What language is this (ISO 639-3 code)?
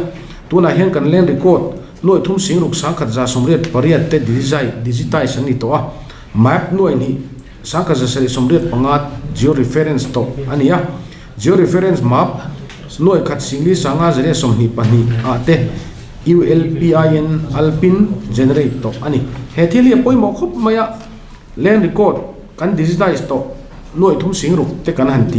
lus